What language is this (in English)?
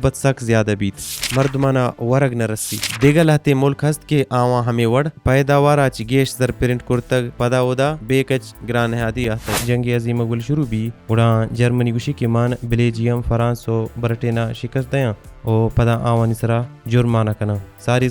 Baluchi